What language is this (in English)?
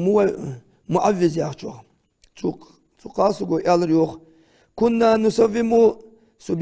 Ingush